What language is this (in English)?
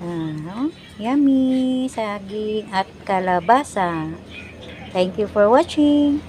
Cebuano